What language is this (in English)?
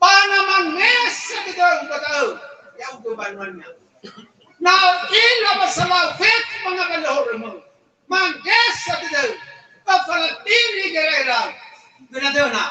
Nias